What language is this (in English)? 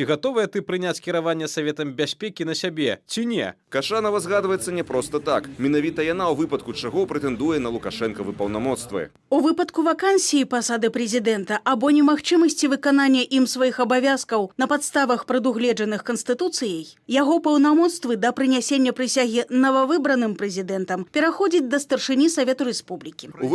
Belarusian